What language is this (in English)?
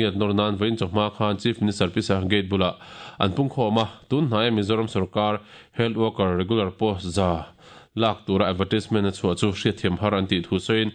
Mizo